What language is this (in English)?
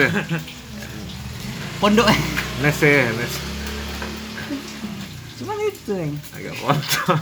Indonesian